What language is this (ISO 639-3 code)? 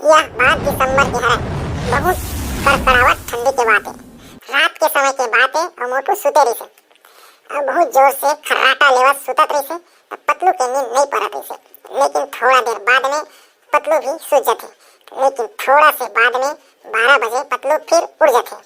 hne